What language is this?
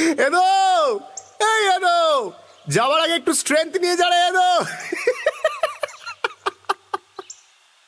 Bangla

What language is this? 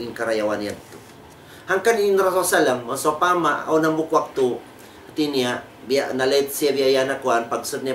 Tausug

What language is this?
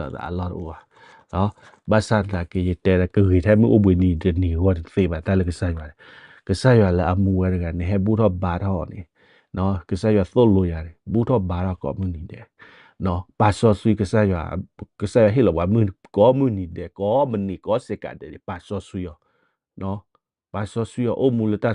S'gaw Karen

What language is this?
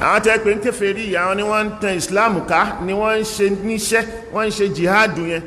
Yoruba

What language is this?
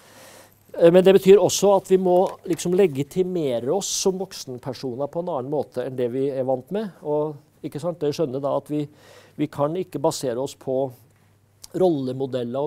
Norwegian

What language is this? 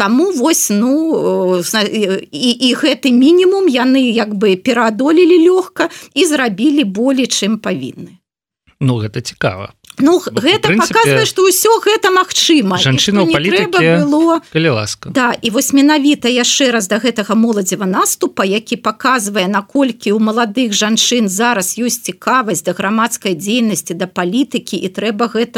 Belarusian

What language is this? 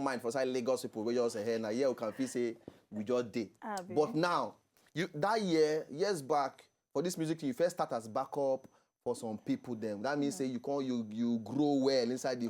Nigerian Pidgin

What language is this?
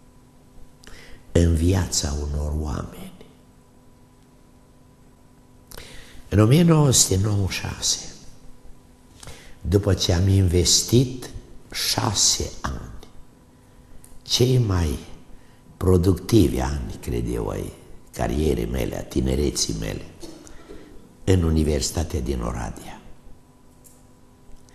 Romanian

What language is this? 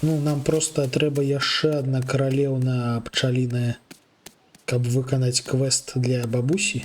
Belarusian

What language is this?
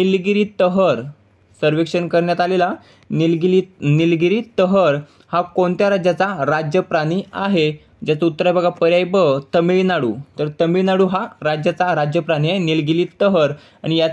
Marathi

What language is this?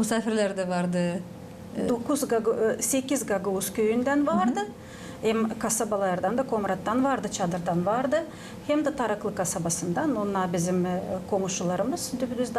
Gagauz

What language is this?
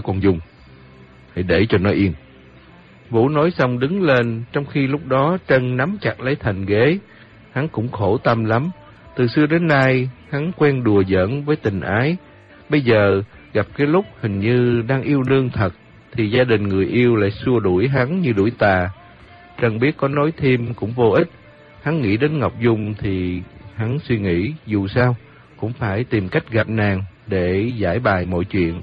Vietnamese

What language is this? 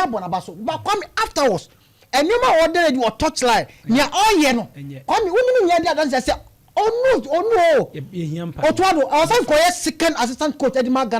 Akan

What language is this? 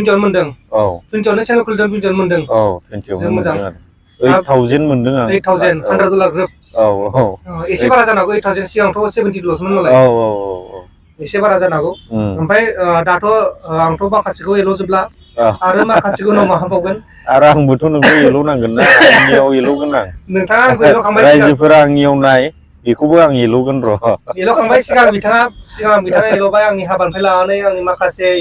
Bodo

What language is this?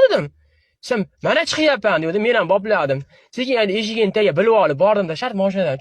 Uzbek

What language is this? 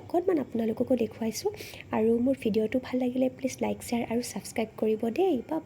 Assamese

